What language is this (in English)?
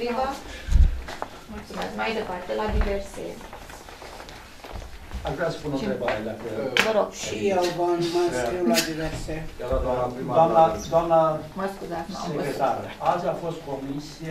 Romanian